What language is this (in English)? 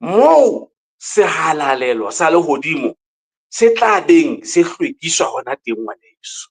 Southern Sotho